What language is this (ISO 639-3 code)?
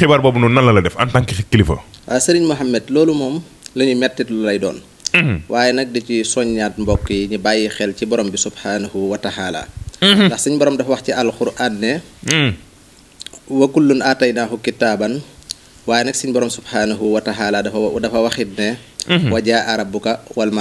wol